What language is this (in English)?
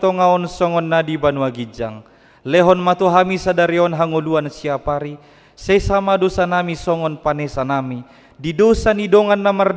Batak Toba